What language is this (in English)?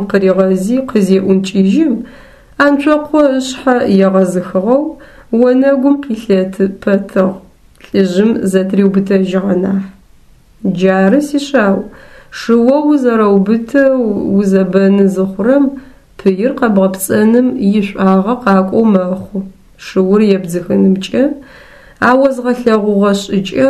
Adyghe